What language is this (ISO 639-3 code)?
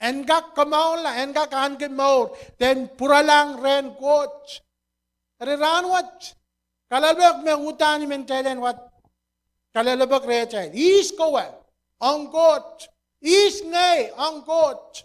pon